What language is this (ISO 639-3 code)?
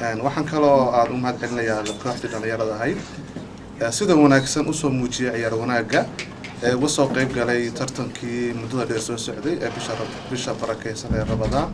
som